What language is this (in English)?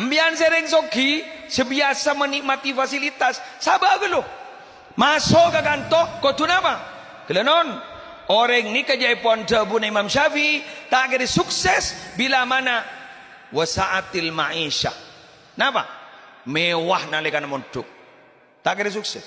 Madurese